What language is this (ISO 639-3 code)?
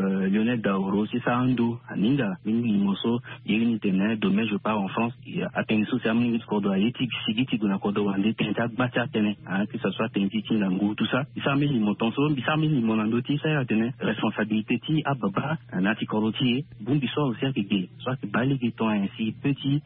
sag